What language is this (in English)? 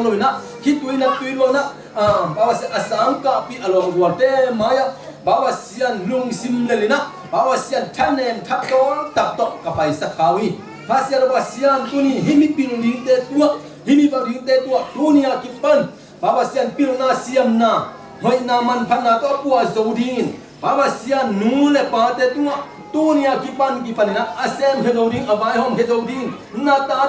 Tedim Chin